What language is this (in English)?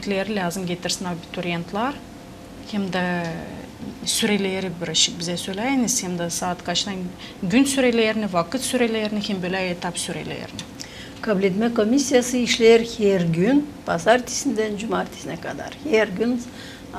Gagauz